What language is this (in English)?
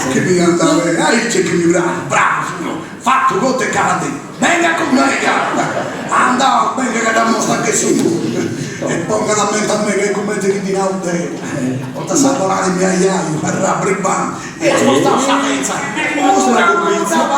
Sardinian